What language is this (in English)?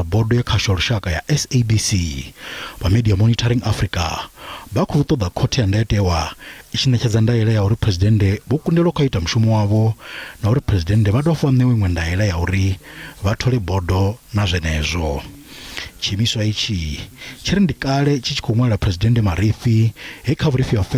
Venda